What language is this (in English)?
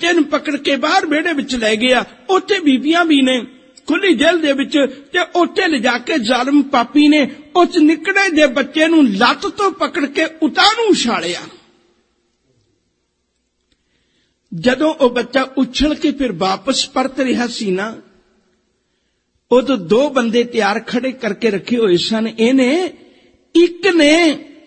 Punjabi